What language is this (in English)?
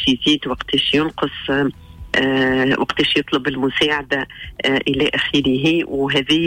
Tunisian Arabic